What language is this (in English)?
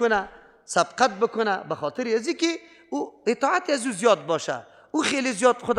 Persian